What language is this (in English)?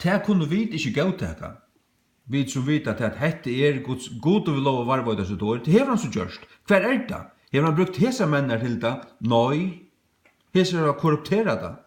Faroese